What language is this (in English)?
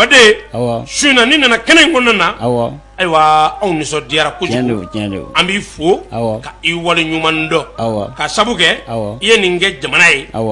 Bambara